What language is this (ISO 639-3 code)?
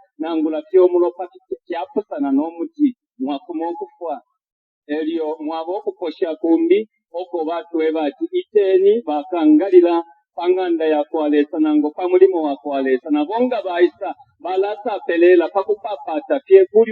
bem